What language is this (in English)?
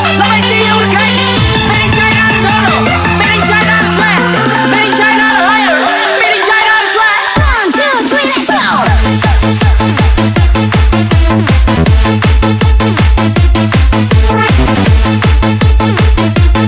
Chinese